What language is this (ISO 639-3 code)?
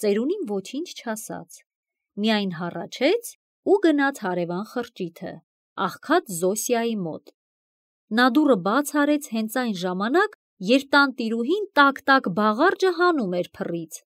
hye